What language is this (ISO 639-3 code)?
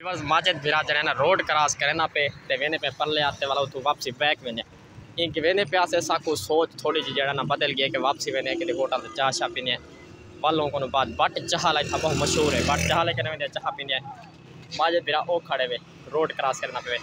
skr